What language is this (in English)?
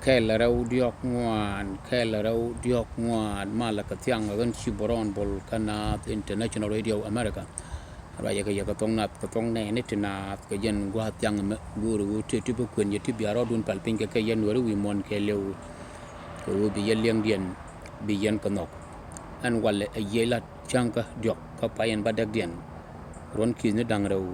Nuer